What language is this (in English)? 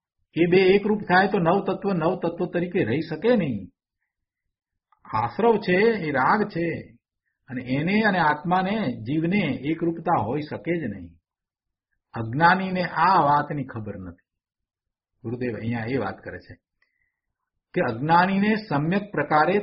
Gujarati